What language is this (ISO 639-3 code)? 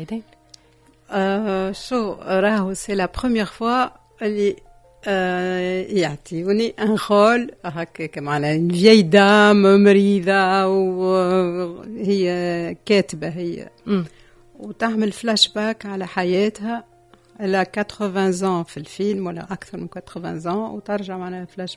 aeb